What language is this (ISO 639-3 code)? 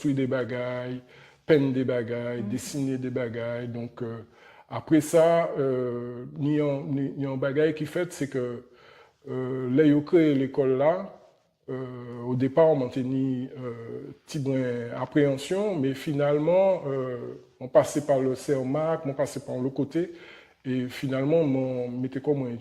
gcf